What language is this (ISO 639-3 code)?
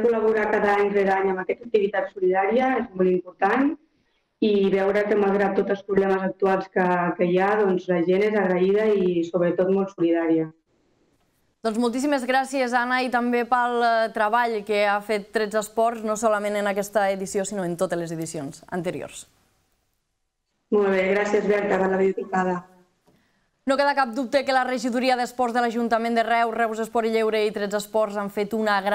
cat